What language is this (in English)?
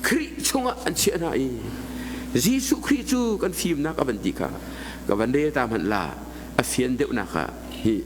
Hakha Chin